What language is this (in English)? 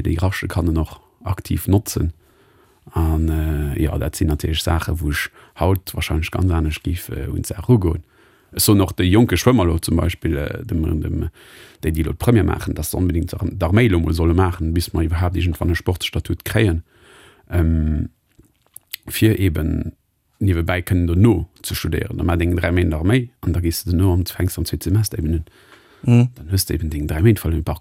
Luxembourgish